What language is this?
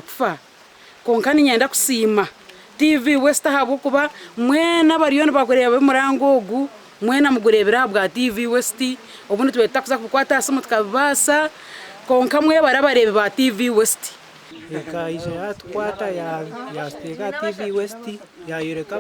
Nyankole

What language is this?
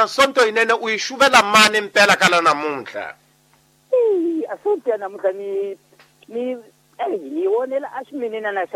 Tsonga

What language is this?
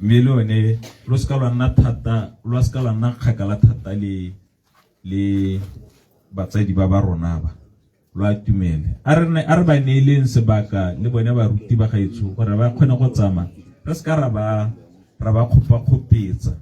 Tswana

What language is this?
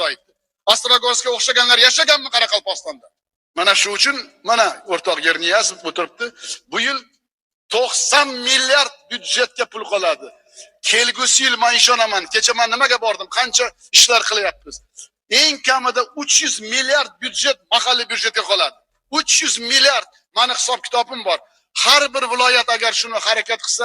Uzbek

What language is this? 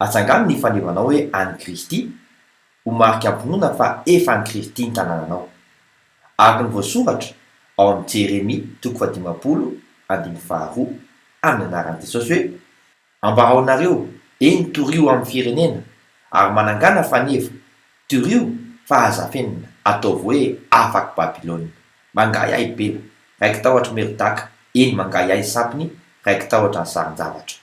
Malagasy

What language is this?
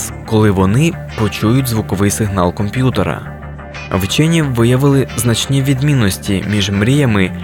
Ukrainian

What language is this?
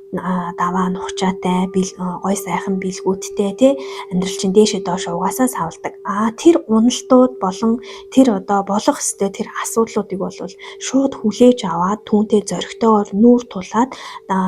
Mongolian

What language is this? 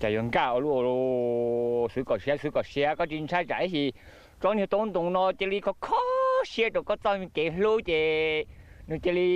Hmong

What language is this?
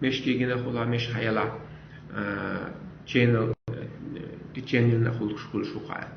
Chechen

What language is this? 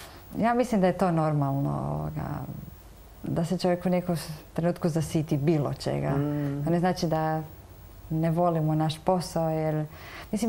Croatian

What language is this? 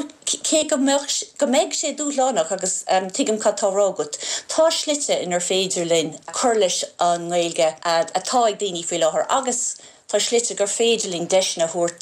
Irish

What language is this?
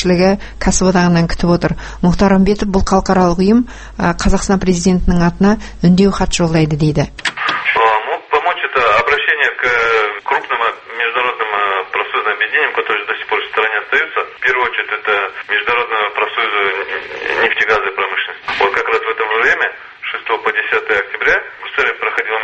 Kazakh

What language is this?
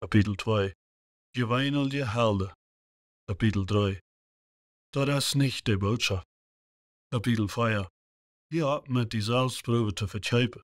Plautdietsch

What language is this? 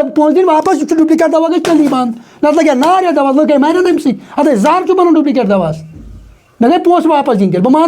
Kashmiri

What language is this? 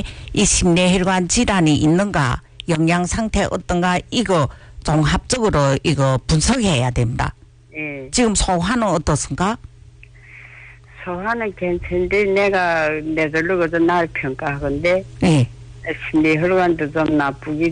Korean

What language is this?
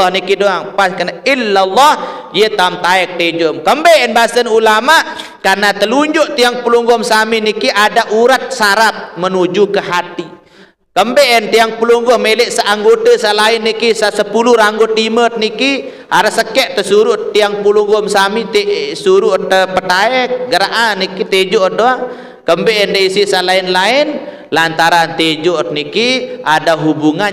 Sasak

